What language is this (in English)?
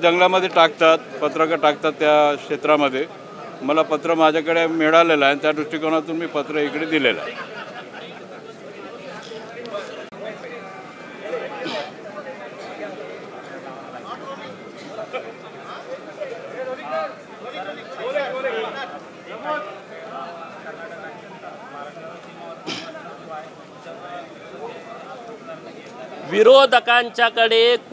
Marathi